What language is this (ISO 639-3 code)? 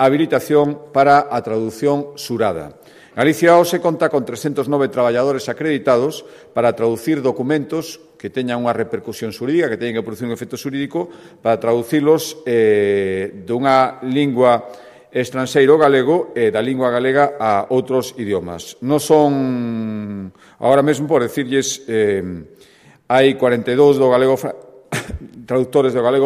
glg